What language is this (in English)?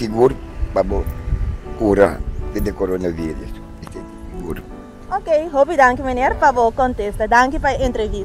Papiamento